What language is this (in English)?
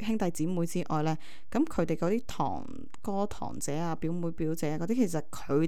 Cantonese